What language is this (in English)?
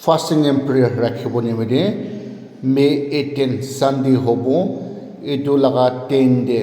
Naga Pidgin